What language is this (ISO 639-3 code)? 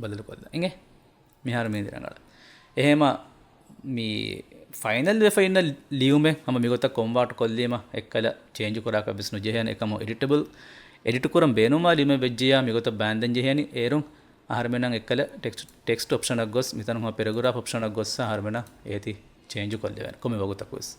div